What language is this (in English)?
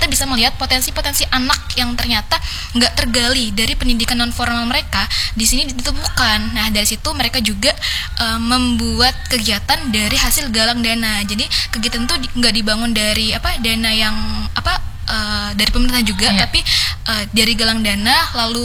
Indonesian